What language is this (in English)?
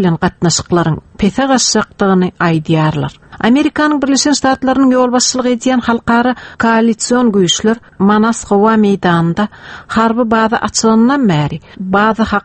Turkmen